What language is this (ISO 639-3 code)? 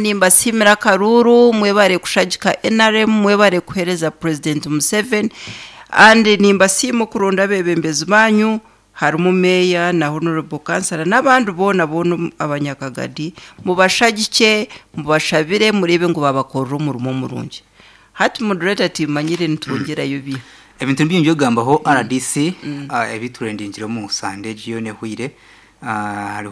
nyn